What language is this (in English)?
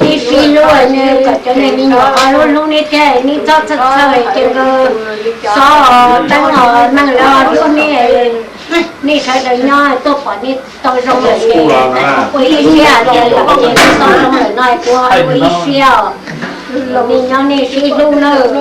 Hmong